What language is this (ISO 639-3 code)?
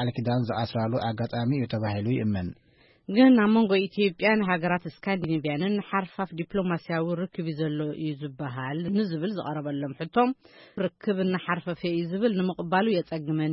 tir